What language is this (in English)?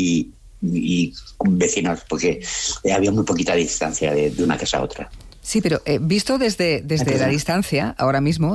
Spanish